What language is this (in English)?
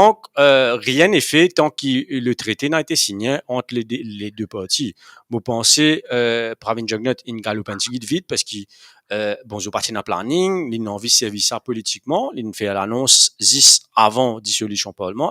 Morisyen